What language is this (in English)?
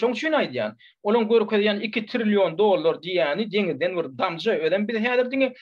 Turkmen